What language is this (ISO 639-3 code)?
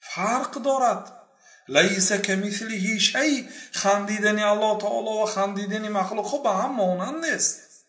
fas